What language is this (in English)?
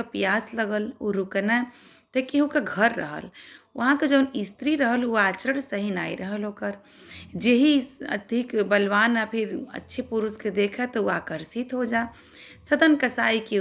Bhojpuri